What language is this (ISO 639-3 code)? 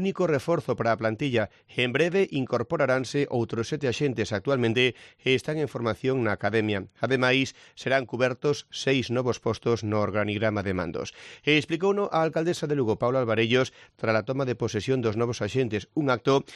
glg